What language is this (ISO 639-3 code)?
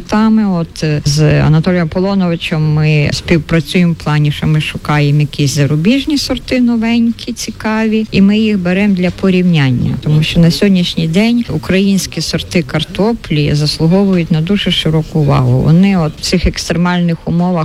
ukr